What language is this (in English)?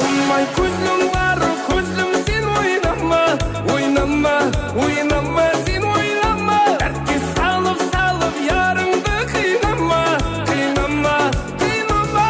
Kara-Kalpak